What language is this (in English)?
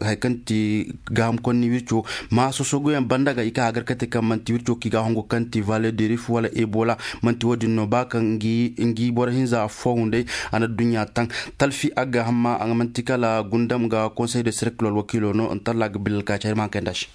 Koyraboro Senni